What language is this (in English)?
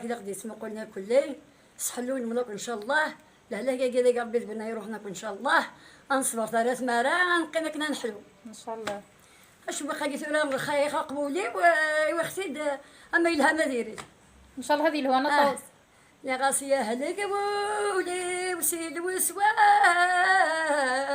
Kabyle